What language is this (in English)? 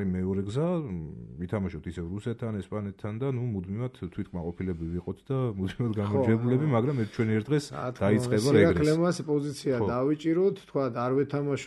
Georgian